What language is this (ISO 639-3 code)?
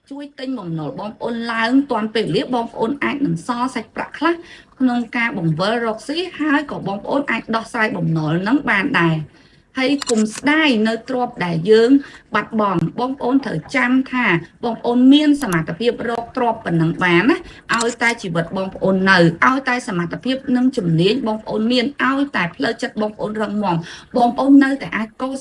khm